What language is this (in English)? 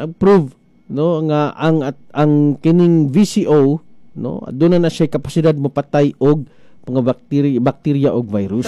Cebuano